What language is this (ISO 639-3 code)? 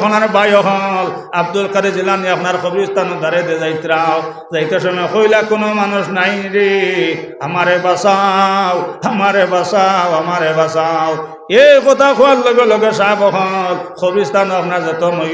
syl